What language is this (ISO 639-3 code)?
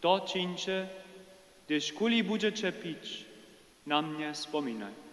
hsb